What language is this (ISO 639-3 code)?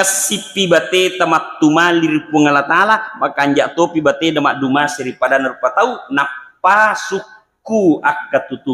bug